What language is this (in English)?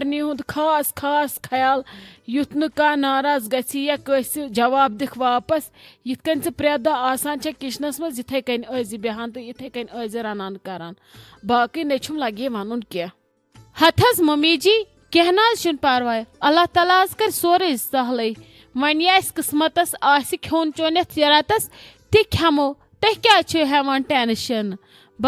Kashmiri